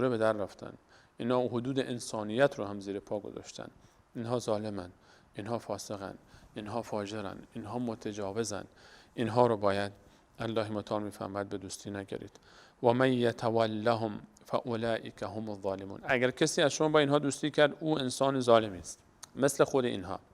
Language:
Persian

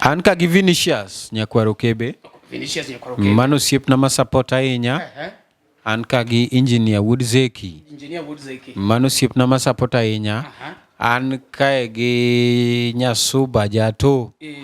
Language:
Luo (Kenya and Tanzania)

